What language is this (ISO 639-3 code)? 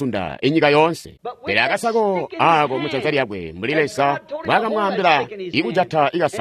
toi